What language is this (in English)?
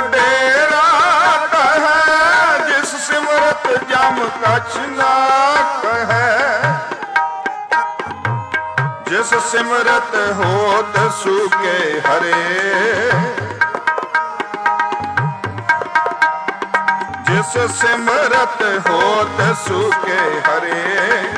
Punjabi